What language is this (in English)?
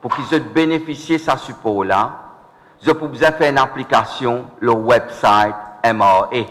Morisyen